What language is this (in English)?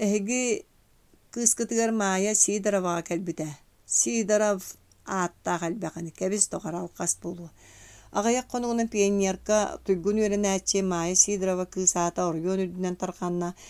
Yakut